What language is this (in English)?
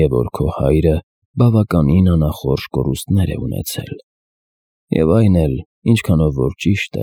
Armenian